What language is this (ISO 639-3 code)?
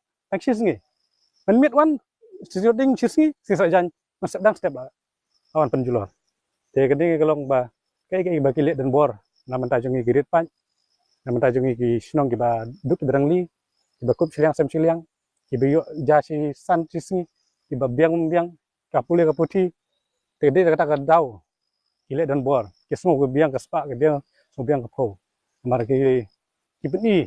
kha